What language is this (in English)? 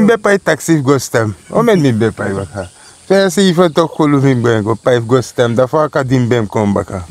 Sranan Tongo